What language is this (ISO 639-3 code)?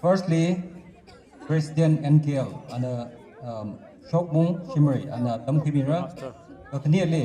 nmf